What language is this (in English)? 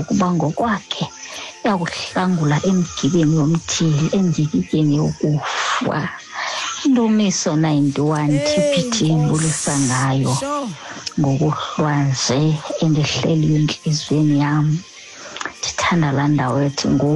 Xhosa